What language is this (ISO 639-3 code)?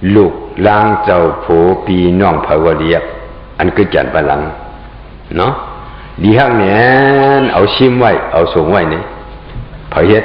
shn